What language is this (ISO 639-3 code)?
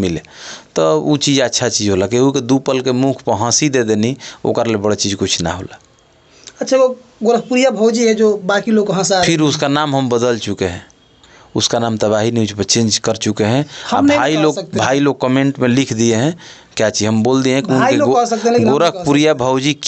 bho